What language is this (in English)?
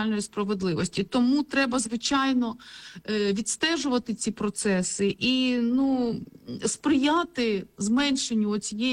Ukrainian